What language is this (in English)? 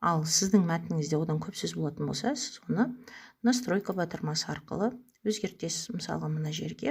Kazakh